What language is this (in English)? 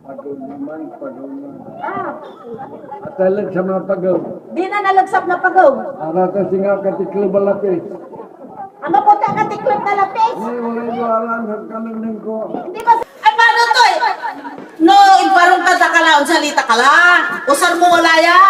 Pangasinan